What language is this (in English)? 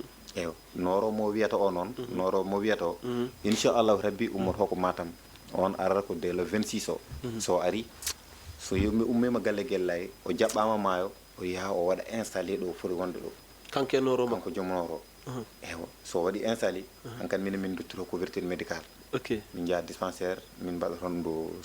Fula